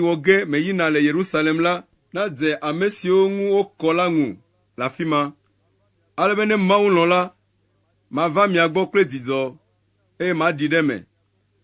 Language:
Ewe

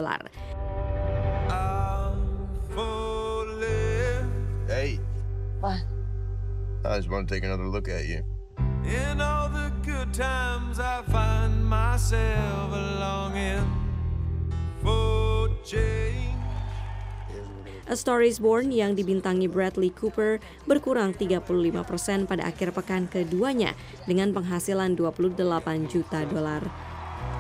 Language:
Indonesian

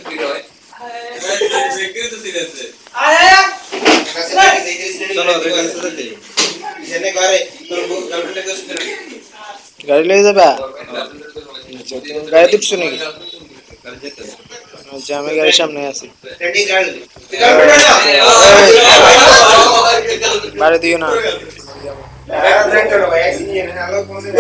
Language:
Bangla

